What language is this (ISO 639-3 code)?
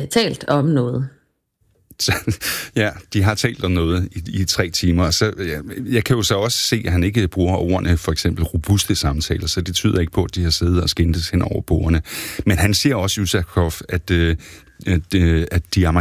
dan